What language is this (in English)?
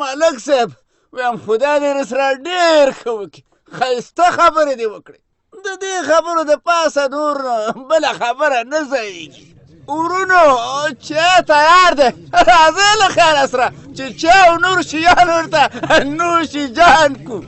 Pashto